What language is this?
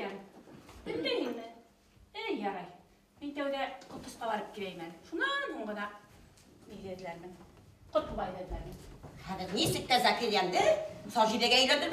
Bashkir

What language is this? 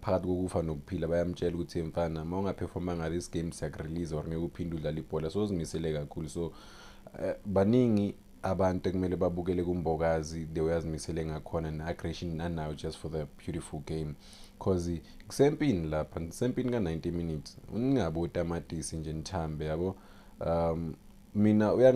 Zulu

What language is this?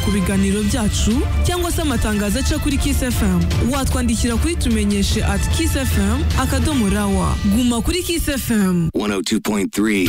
Kinyarwanda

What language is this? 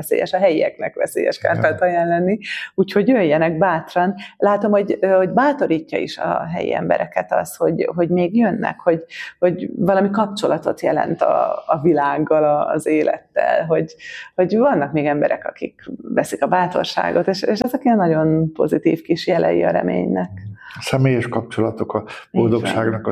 Hungarian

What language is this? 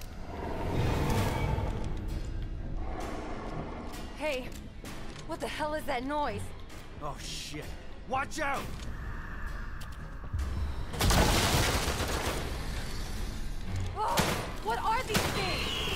English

